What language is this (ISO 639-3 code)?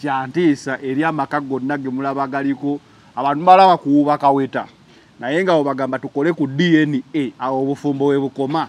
lug